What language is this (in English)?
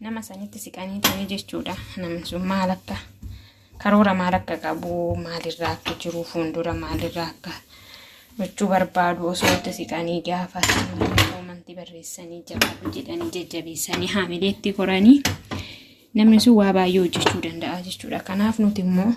Oromo